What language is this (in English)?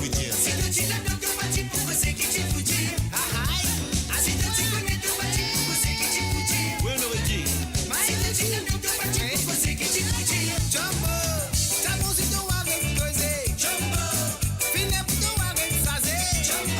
Morisyen